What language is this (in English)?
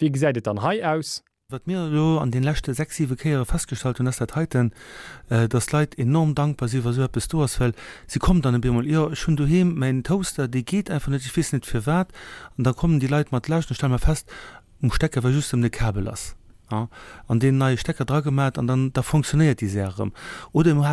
Luxembourgish